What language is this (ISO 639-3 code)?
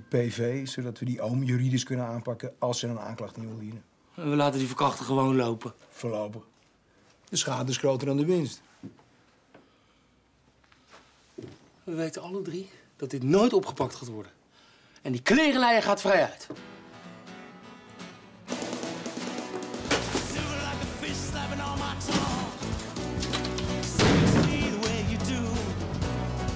nld